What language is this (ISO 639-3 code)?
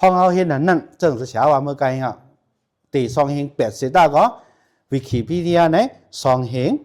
shn